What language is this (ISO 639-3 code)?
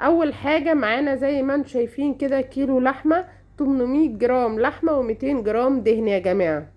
arz